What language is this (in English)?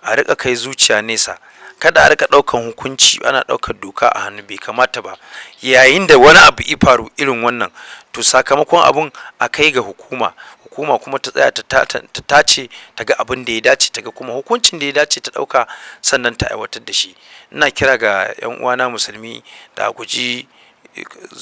Hausa